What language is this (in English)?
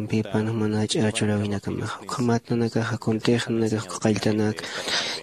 Aymara